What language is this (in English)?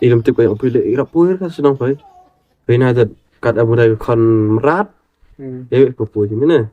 Khasi